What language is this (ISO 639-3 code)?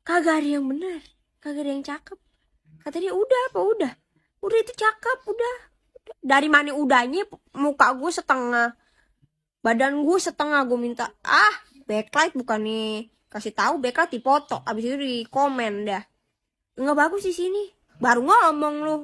bew